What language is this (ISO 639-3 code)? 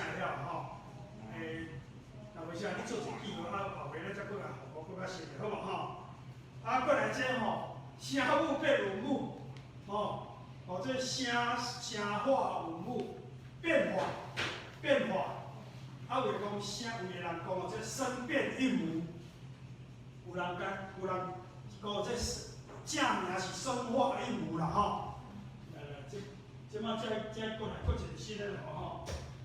nan